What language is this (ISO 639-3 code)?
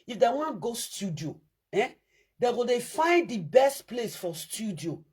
pcm